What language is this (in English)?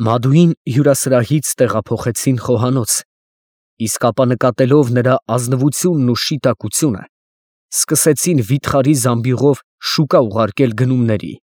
Armenian